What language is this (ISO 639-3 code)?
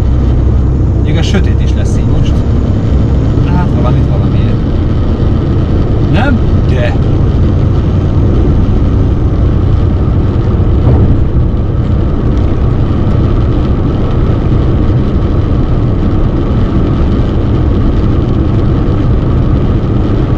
hun